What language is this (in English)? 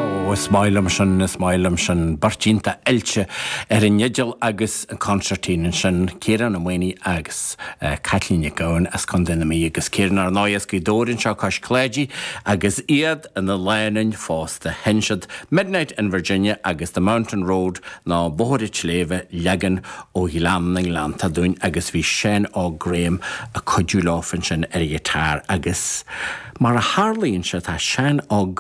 Irish